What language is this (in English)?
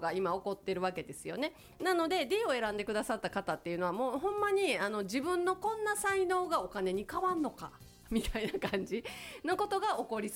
Japanese